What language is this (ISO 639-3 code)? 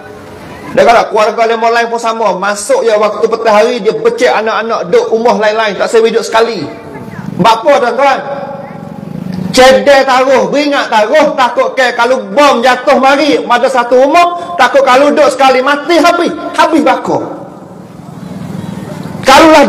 msa